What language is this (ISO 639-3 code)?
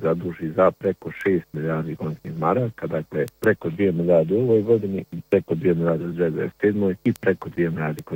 bos